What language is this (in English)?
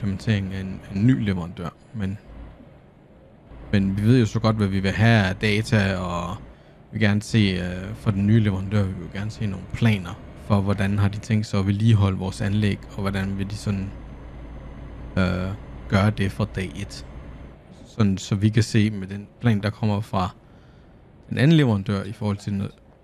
Danish